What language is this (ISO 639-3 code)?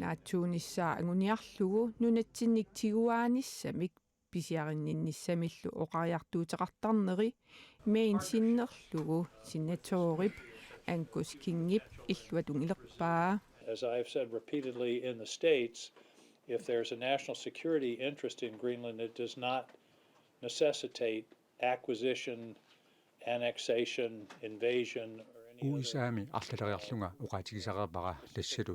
kal